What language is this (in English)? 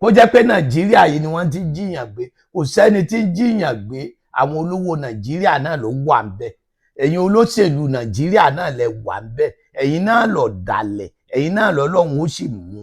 Yoruba